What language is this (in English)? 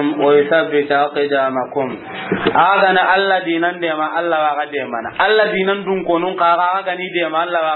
Soninke